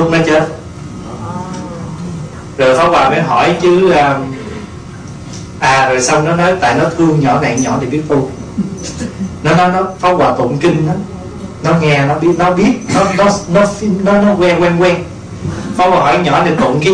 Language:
Vietnamese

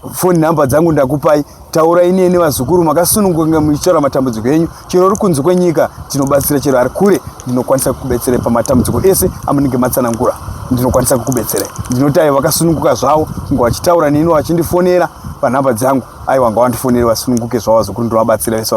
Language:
Shona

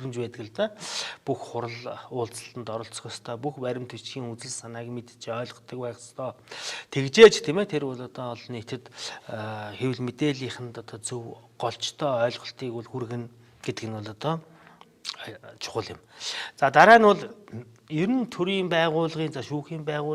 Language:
Mongolian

